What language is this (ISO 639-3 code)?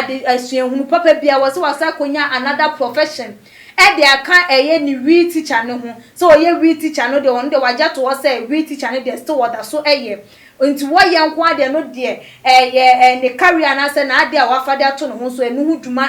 aka